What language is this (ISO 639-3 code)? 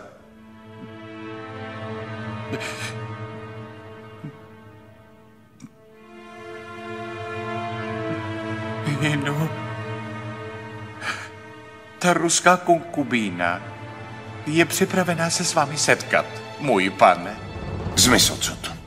ces